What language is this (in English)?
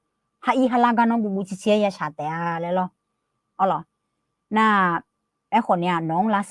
Akha